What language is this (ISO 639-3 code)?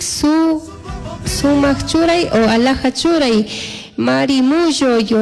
qug